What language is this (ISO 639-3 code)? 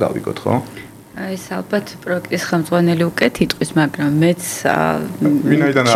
kat